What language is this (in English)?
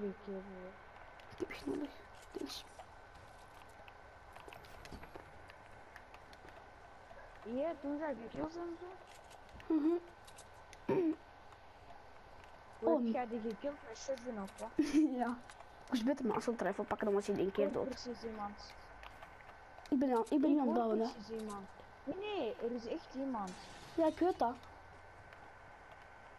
Dutch